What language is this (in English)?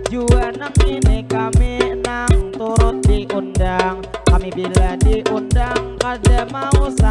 Banjar